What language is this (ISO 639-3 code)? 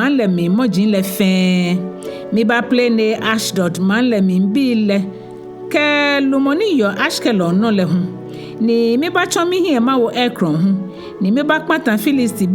gaa